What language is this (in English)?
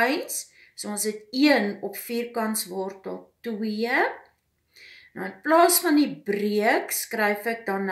Afrikaans